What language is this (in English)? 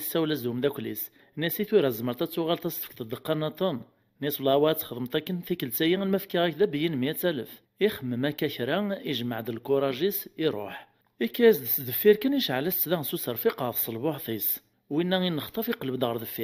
Kabyle